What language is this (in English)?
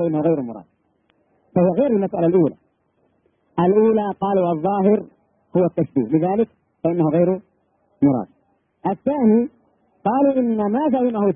Arabic